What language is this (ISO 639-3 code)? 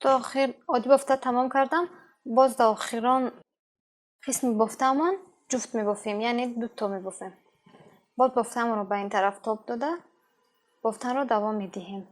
tgk